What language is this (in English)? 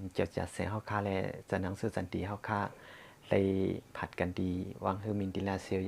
Shan